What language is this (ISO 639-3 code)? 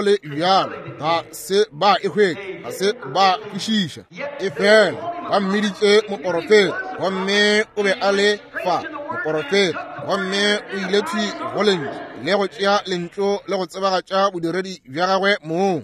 nso